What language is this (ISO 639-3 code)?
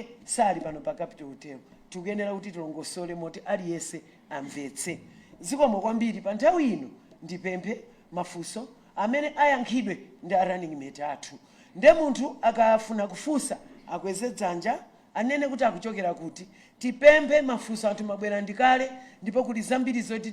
nya